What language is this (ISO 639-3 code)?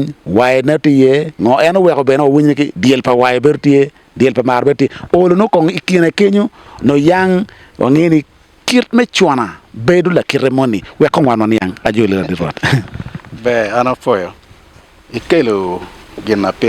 ach